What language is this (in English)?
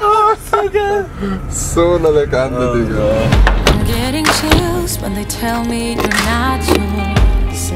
Swiss German